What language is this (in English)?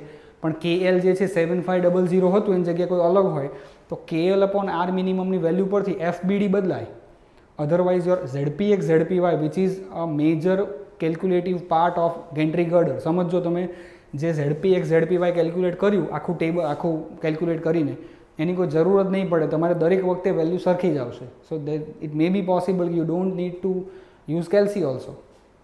Gujarati